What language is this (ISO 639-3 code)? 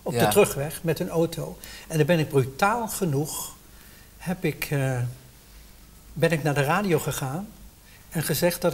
nld